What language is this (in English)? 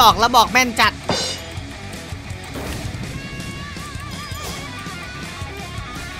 Thai